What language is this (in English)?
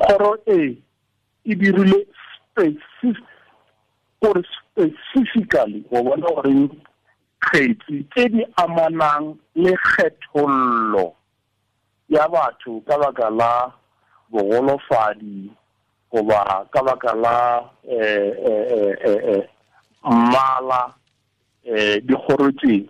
Tswana